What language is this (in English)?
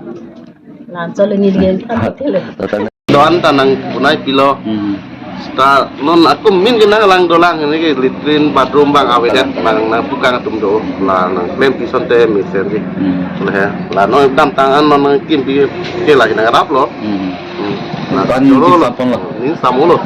Karbi